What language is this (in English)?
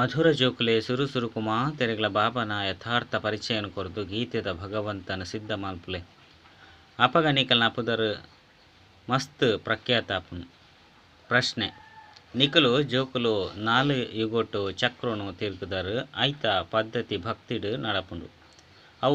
Tulu